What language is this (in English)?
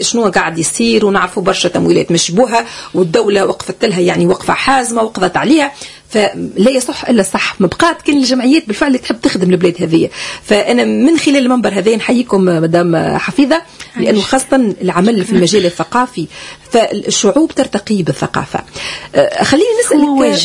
Tunisian Arabic